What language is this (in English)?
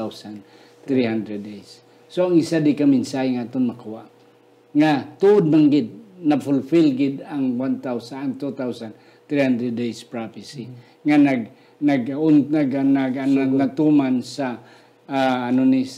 Hiligaynon